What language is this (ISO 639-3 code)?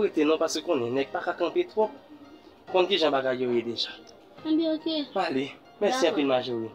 hat